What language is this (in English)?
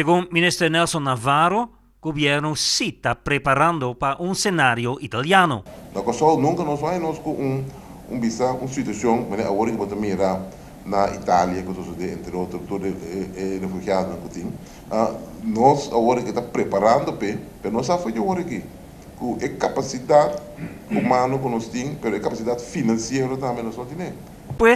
Papiamento